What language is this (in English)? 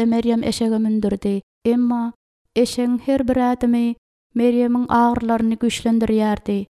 Turkmen